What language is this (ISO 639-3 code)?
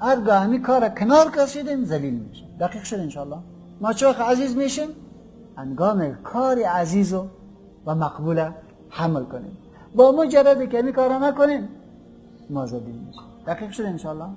fas